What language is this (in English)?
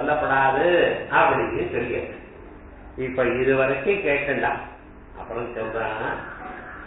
Tamil